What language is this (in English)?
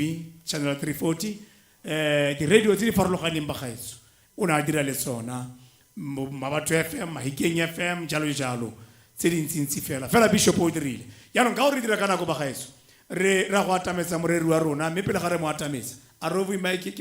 Tswana